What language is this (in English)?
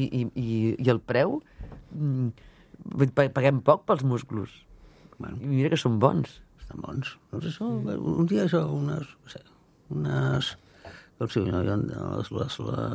Catalan